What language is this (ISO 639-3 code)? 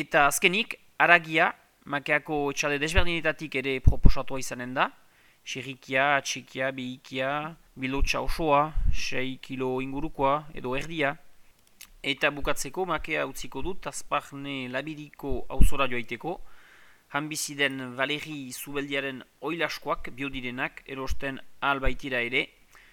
eus